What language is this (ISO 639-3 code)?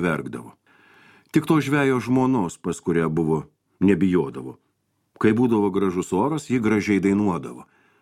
lit